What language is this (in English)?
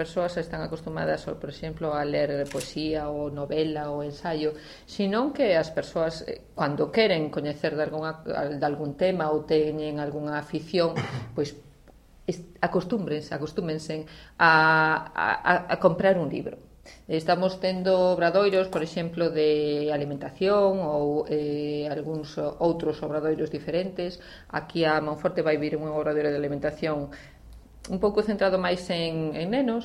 Galician